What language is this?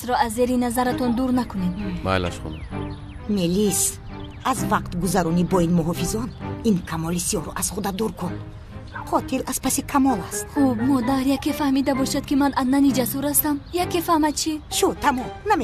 Tajik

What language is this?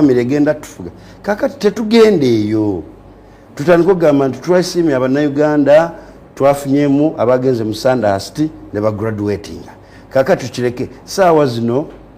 Ganda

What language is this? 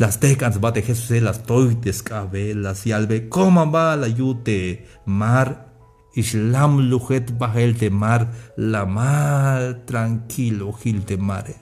Tzeltal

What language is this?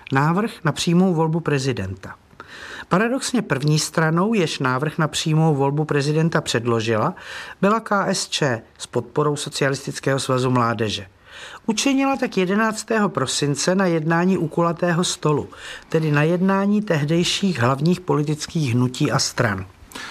Czech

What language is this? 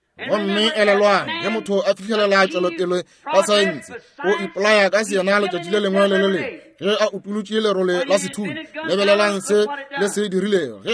Northern Sotho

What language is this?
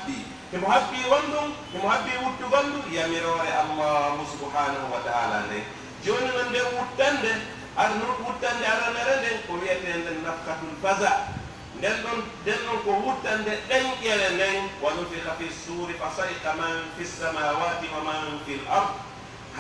Pular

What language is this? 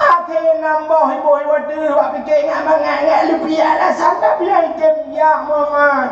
Achinese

